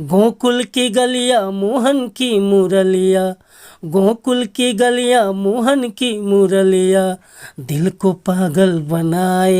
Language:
Bhojpuri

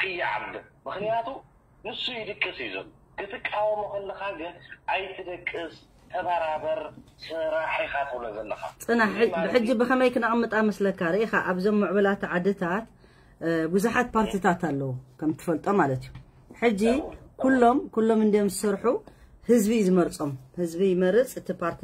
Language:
Tigrinya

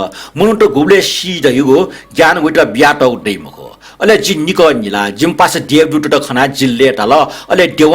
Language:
Newari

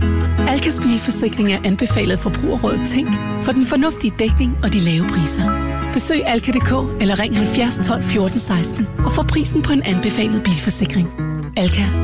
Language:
Danish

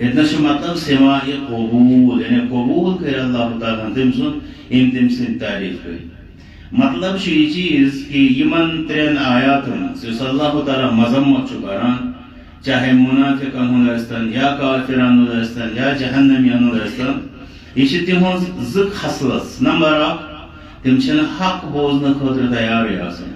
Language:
Kashmiri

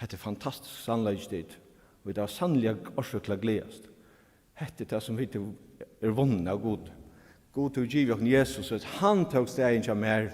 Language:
Faroese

